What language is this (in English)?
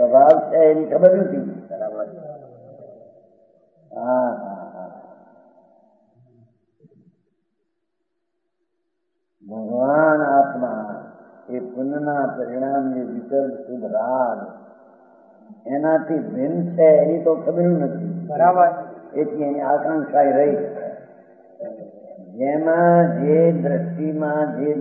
Gujarati